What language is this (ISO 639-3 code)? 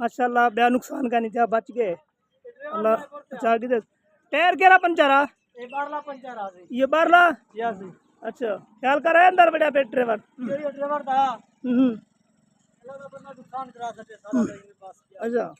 skr